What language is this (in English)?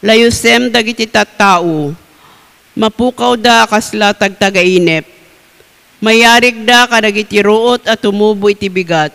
Iloko